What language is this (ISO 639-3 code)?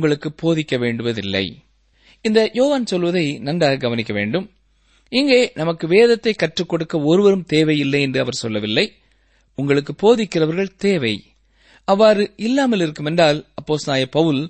tam